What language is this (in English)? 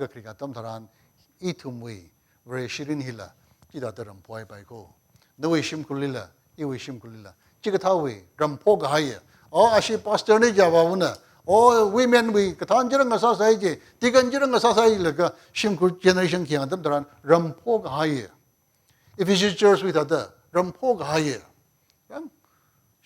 Tangkhul Naga (India)